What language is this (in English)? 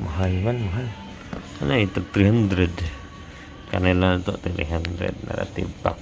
Cebuano